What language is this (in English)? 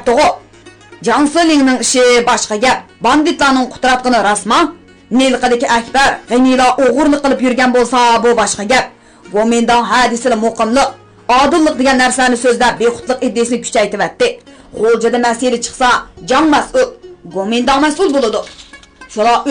Uyghur